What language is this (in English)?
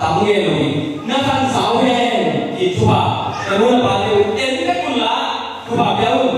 Tedim Chin